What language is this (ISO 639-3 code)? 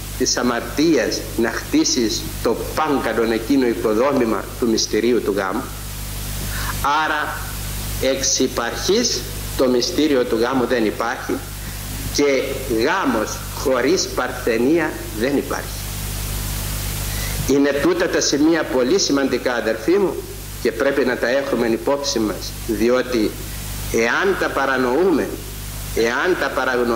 ell